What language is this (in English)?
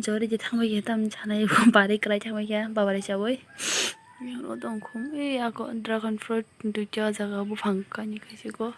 Kok Borok